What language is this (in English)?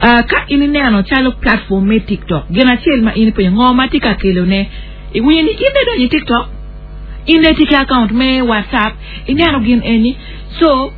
Acoli